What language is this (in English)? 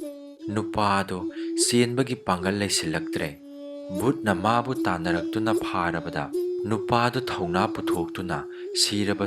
Manipuri